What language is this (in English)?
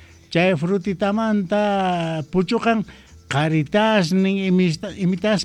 South Bolivian Quechua